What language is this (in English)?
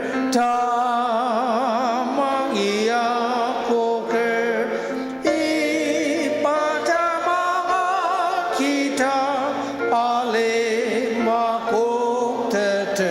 Ao Naga